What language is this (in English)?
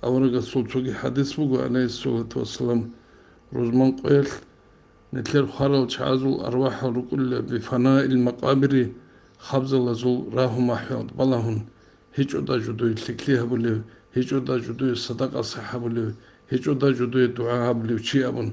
Avaric